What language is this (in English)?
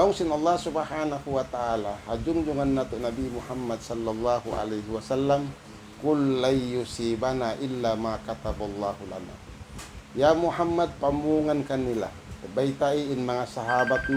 Tausug